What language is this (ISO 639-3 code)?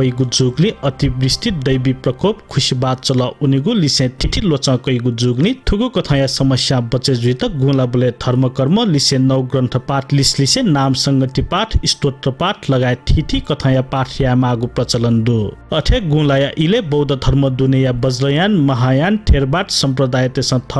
new